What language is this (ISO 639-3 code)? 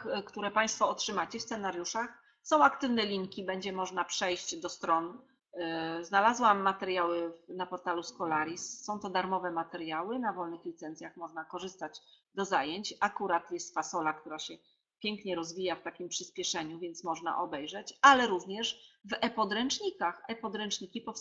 pol